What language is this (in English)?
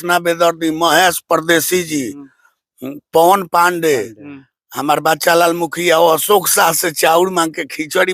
Bhojpuri